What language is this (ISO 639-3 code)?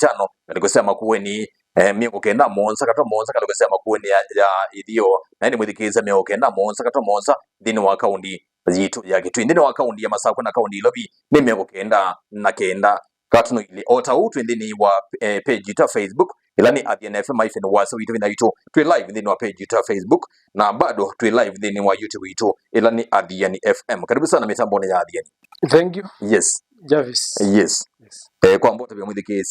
kam